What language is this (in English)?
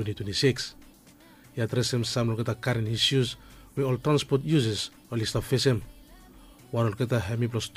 Bislama